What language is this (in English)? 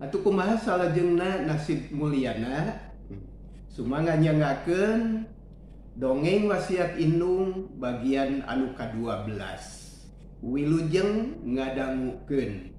Sundanese